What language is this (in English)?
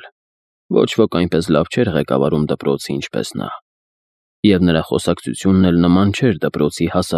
Armenian